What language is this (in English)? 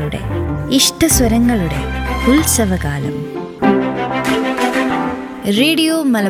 Malayalam